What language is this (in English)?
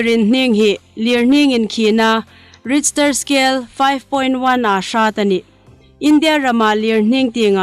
Hmar